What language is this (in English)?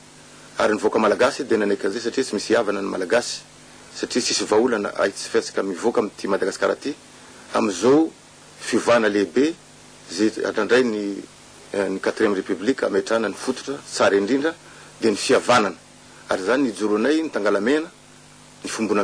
Malagasy